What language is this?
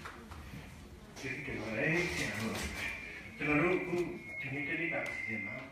Burmese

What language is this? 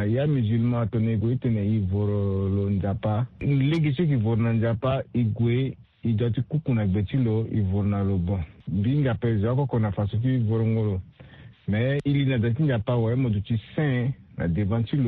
Sango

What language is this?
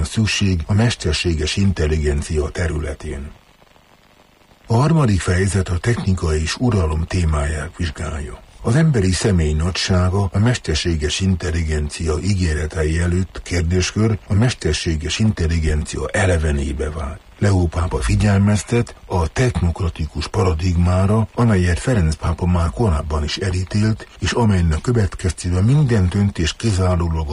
Hungarian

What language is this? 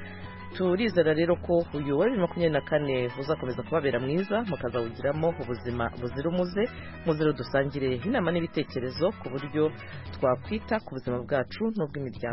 Kinyarwanda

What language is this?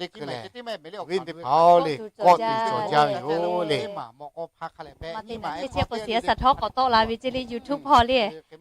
Lahu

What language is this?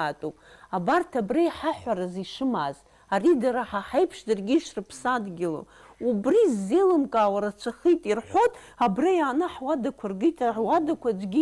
Abkhazian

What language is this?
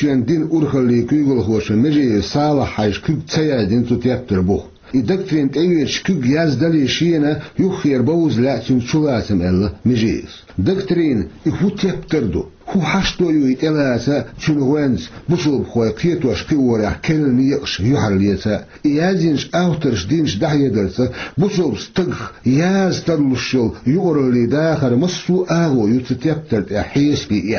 Chechen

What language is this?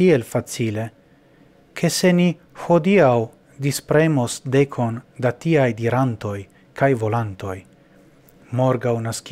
Esperanto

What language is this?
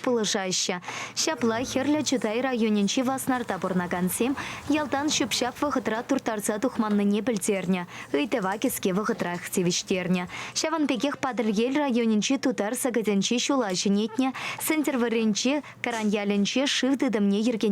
Chuvash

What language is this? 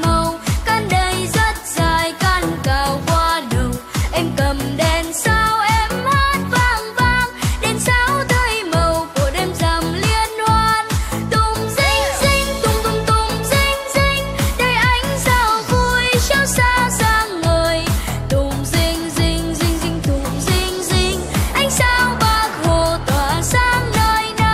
Vietnamese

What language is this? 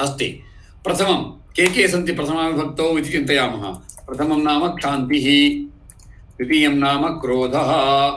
Sanskrit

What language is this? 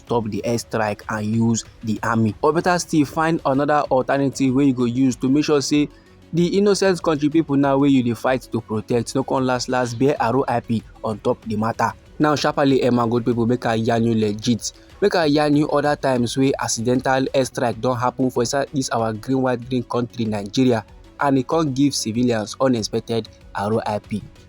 Nigerian Pidgin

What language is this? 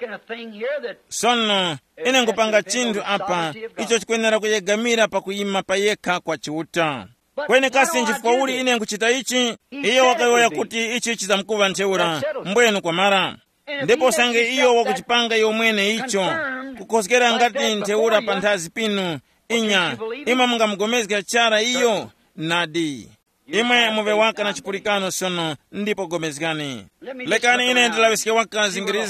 Tumbuka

